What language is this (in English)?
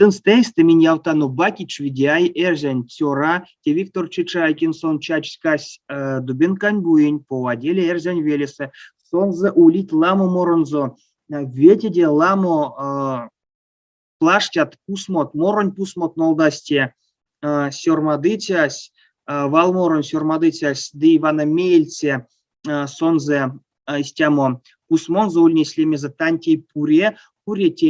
Erzya